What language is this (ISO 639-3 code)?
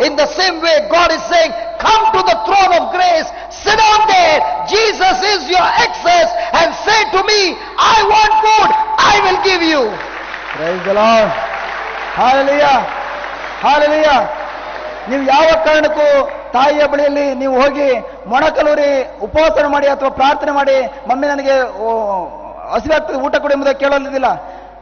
kan